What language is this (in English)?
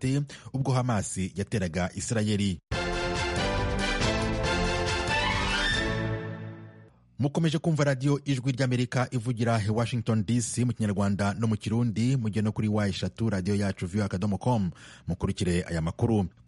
Kinyarwanda